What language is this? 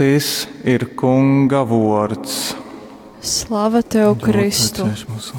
Latgalian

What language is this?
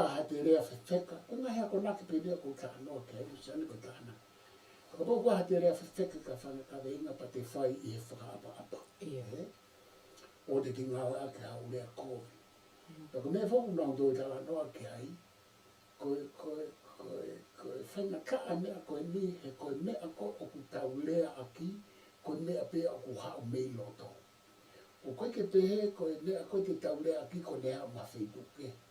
Tongan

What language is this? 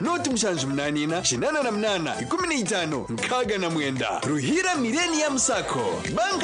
Nyankole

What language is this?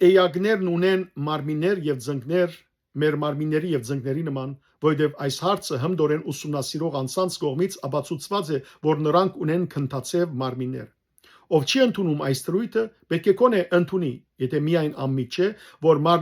Western Armenian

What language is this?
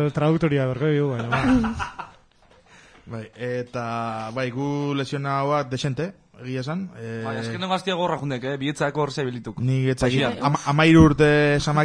Basque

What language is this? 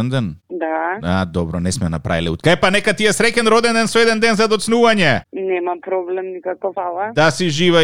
Macedonian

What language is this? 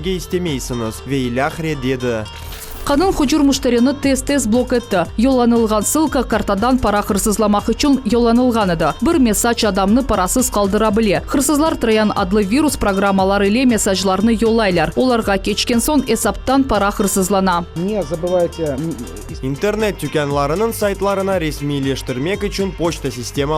Crimean Tatar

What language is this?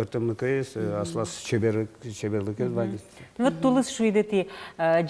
Udmurt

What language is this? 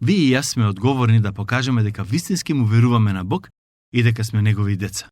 Macedonian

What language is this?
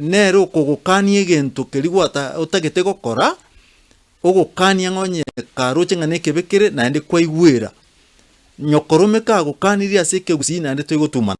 Gusii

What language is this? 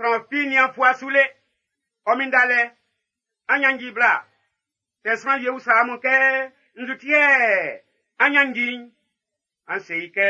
Baoulé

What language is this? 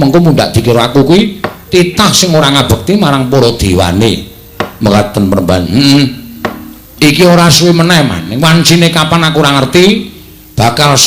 Javanese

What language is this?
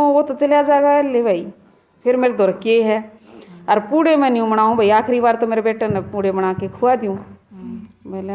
Haryanvi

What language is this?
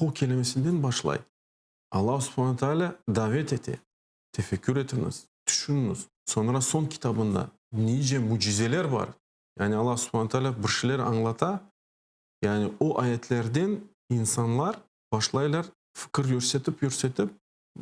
Crimean Tatar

